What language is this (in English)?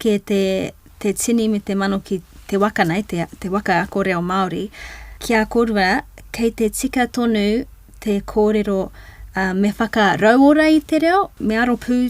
Māori